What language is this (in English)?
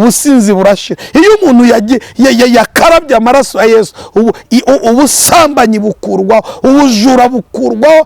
Kinyarwanda